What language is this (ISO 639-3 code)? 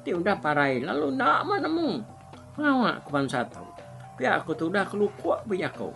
iba